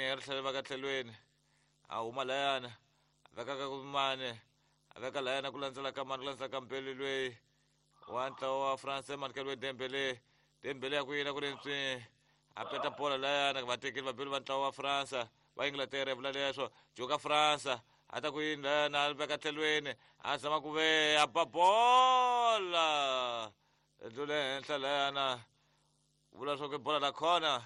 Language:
Tsonga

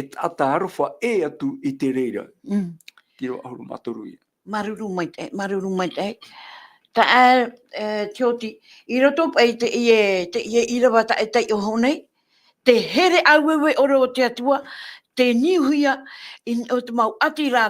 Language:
Tahitian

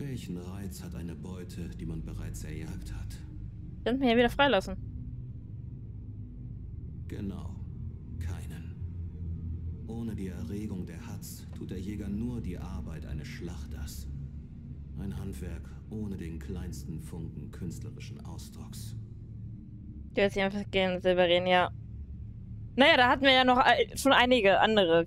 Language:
German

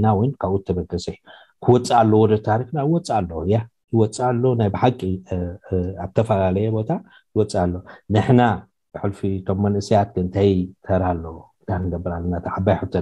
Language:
Tigrinya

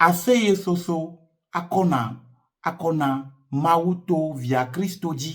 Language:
Ewe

